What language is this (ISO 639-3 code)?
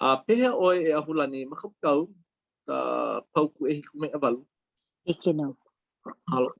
haw